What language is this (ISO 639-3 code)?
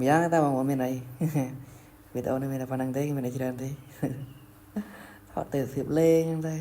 khm